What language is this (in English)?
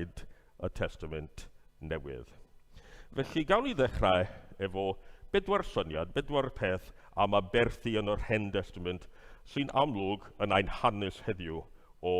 Welsh